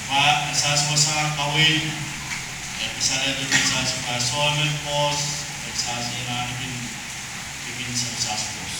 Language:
Pohnpeian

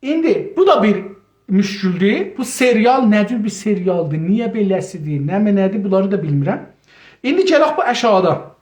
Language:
South Azerbaijani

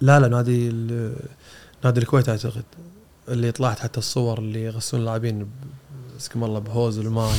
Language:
Gulf Arabic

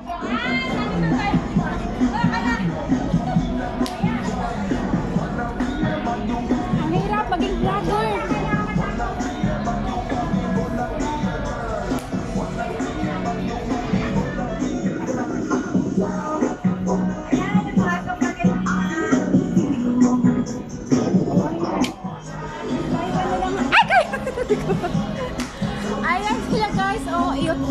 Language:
Filipino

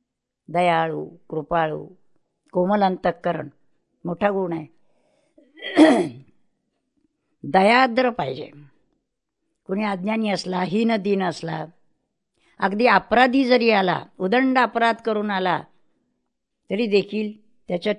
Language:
Marathi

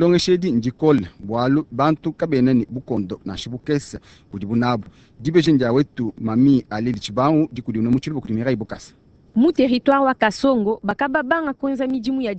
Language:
Luba-Lulua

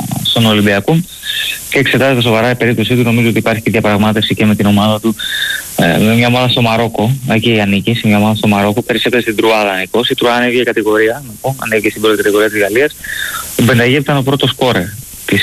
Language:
Greek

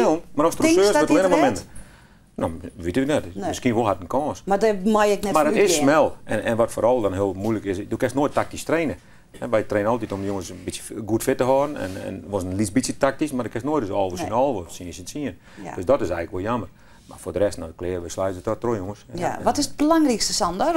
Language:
Western Frisian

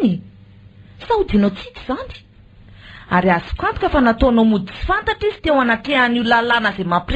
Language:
Malagasy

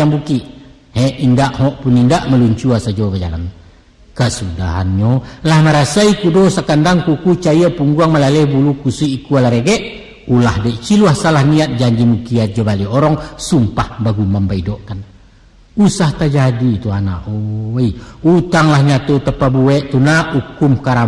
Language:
Minangkabau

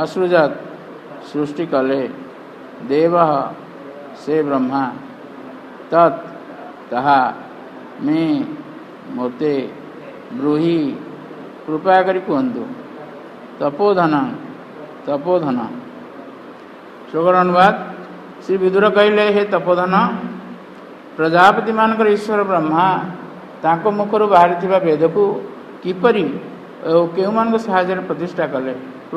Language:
Odia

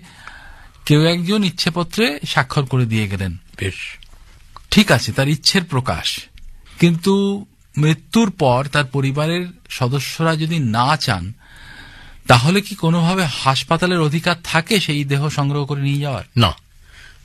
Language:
Bangla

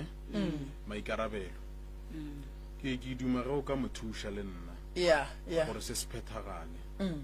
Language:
Northern Sotho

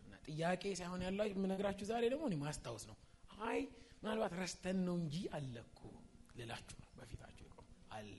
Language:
Amharic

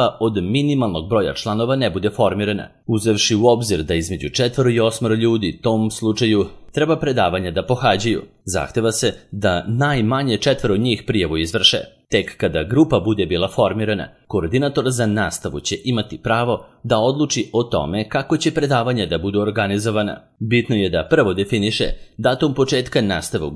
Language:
Serbian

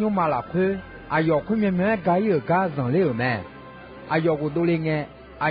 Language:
Akha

